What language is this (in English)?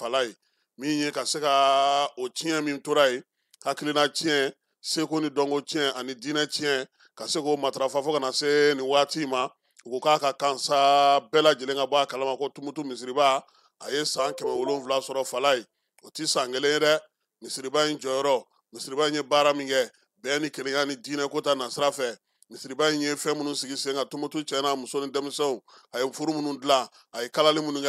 Bambara